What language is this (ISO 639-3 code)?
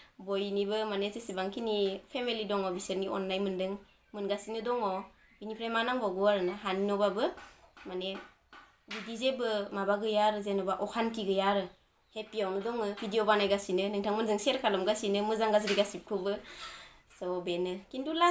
brx